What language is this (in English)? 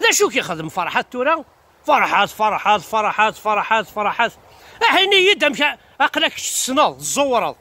Kabyle